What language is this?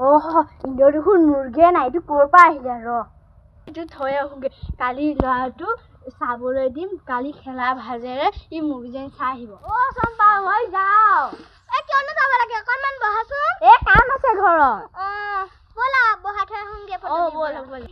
Assamese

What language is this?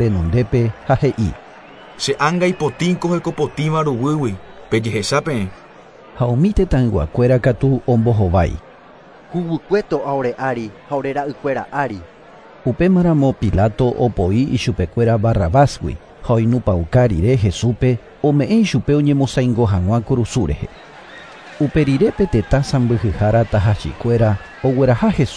Guarani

